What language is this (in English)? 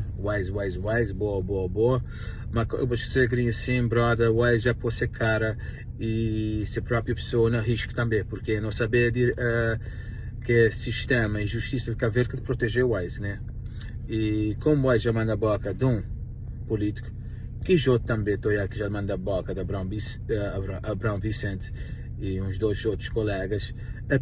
Kabuverdianu